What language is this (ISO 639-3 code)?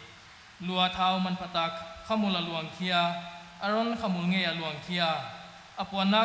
pck